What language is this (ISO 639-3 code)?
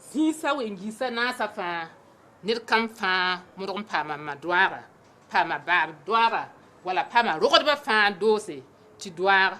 mos